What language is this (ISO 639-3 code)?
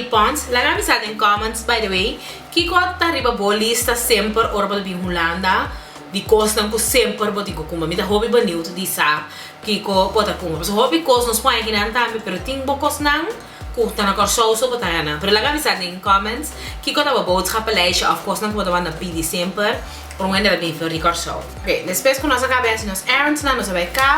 pap